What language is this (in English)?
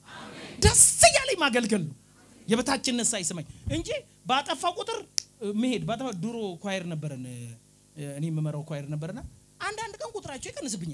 Amharic